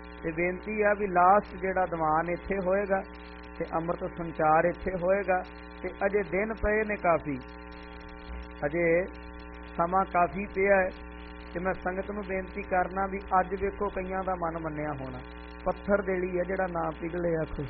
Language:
Punjabi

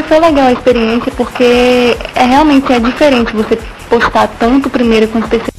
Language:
Portuguese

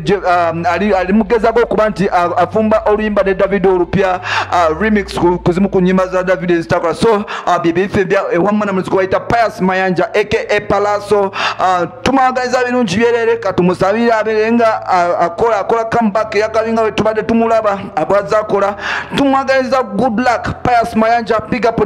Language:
Ganda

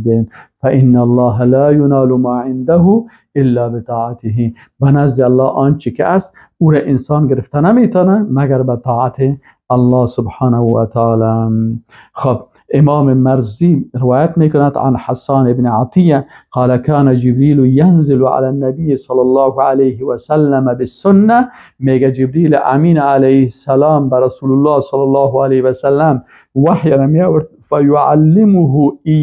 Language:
Persian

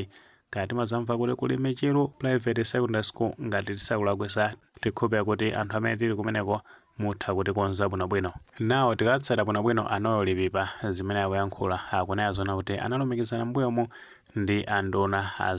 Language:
Nyanja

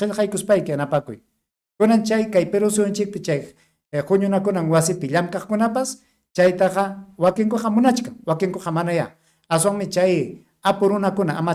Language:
Ayacucho Quechua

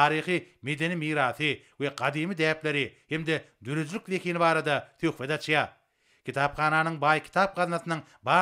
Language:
Turkmen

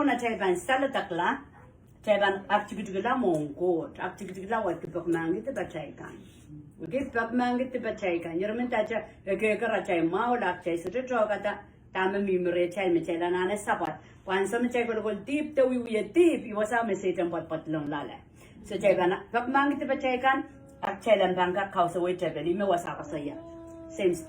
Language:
Pohnpeian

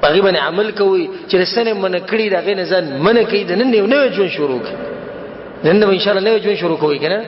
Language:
Pashto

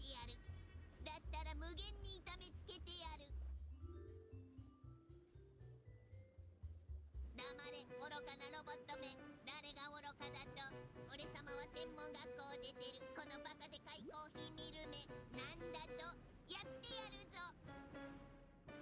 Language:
Japanese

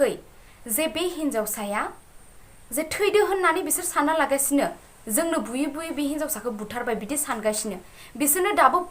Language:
Bodo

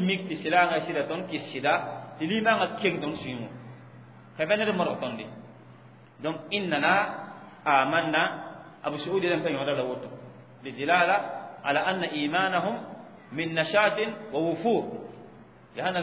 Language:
Mossi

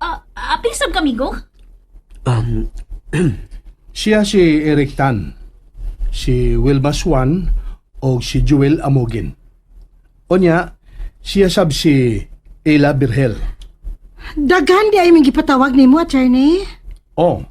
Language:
Cebuano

